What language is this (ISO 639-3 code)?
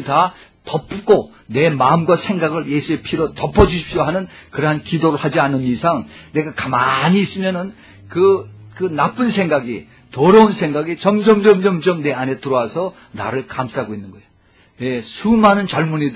kor